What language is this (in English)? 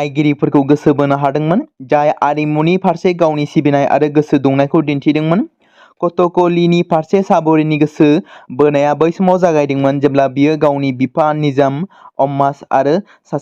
Bodo